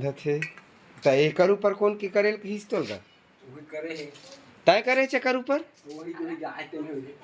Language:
Chhattisgarhi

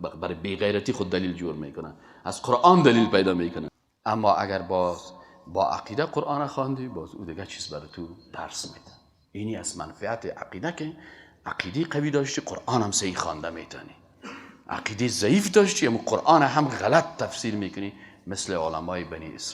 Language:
Persian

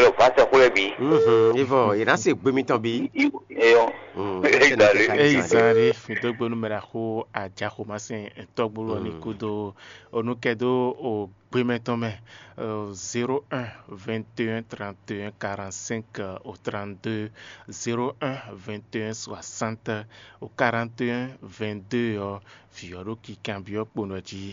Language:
Fon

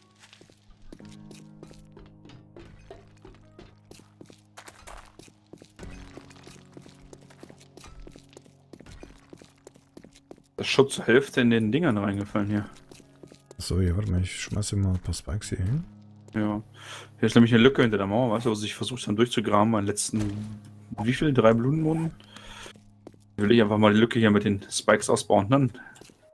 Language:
German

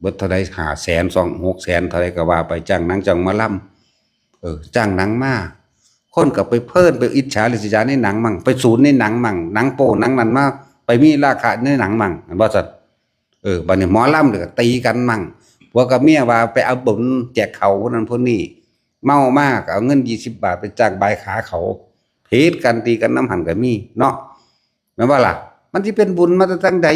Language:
Northeastern Thai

